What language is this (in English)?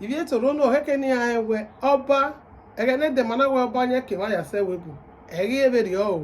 Bini